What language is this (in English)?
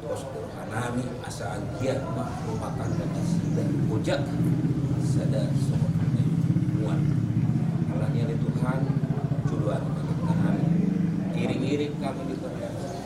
Batak Toba